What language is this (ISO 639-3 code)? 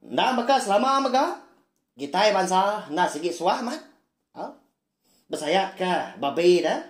iba